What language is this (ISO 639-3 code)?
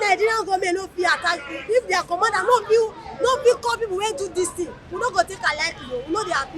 pcm